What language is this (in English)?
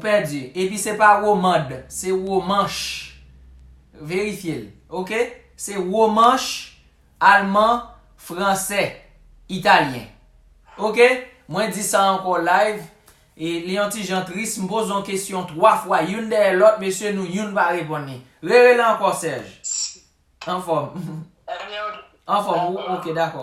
Haitian Creole